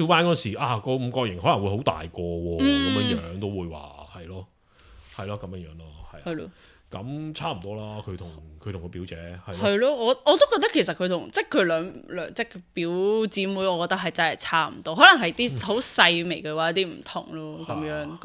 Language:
Cantonese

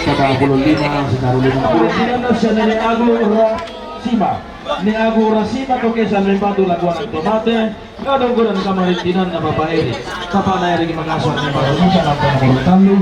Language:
Toraja-Sa'dan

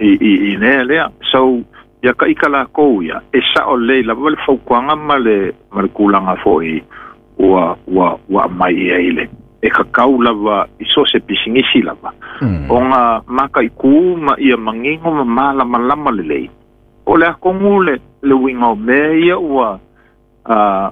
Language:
Samoan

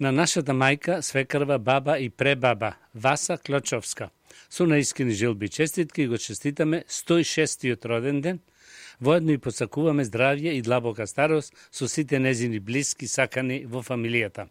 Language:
Macedonian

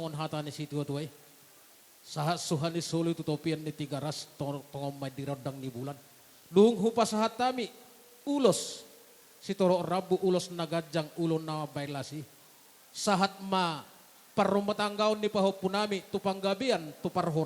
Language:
Batak Toba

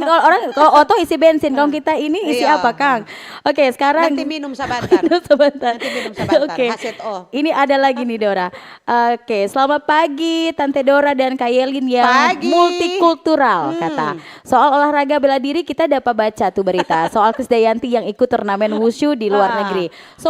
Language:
Manado Malay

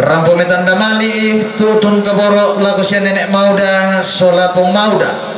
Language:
Toraja-Sa'dan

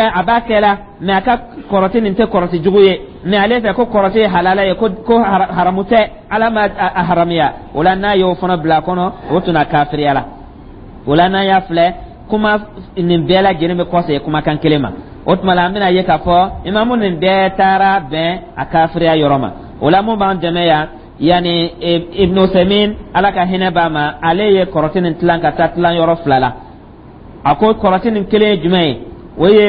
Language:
Dyula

